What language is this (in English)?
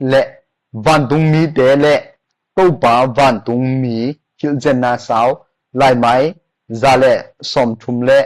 Tedim Chin